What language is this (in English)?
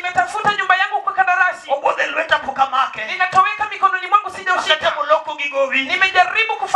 Luo (Kenya and Tanzania)